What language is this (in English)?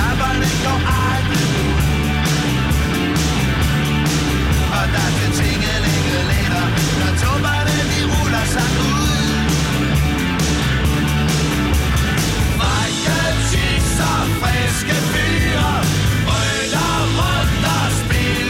Danish